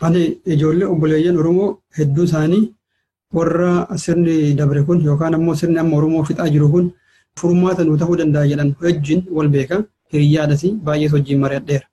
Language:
Oromo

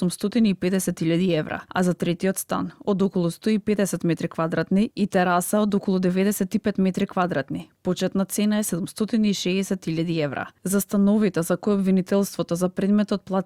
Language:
Macedonian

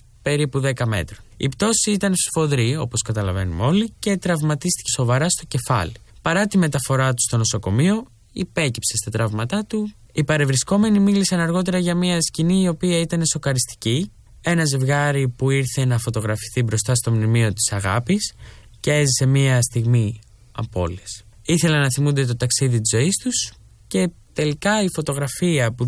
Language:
Greek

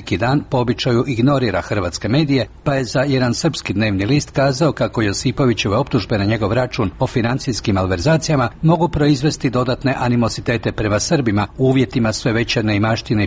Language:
Croatian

